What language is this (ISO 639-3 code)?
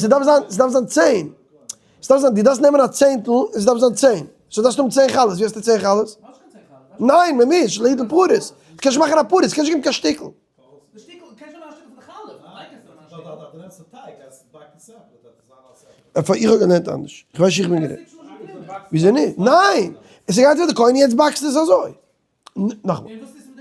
yid